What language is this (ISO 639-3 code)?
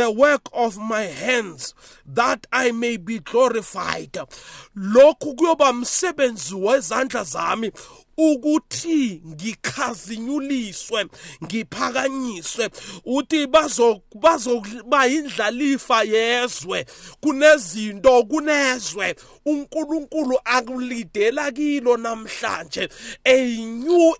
nbl